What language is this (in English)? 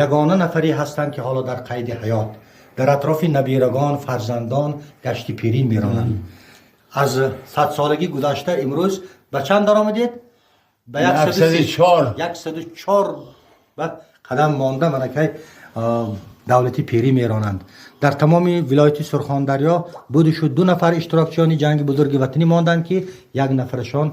Tajik